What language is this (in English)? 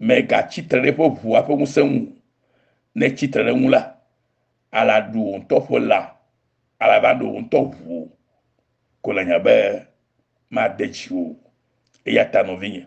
Ewe